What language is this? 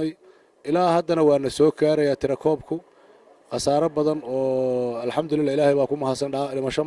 Somali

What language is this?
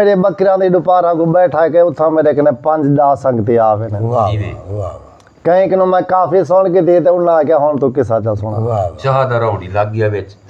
Saraiki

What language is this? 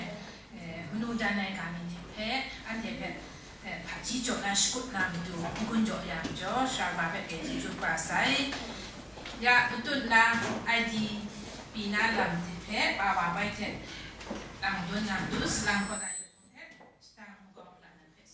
Kachin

